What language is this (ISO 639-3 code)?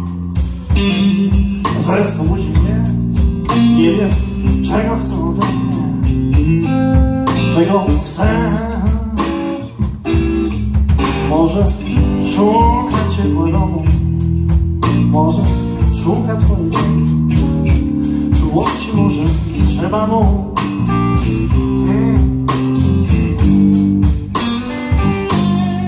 pol